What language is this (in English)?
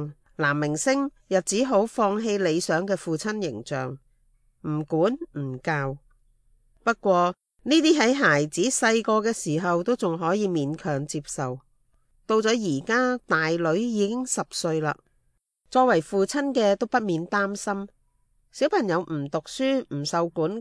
Cantonese